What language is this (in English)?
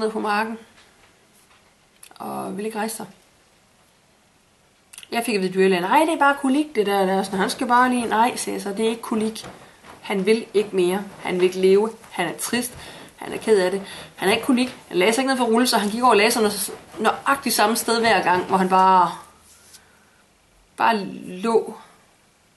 Danish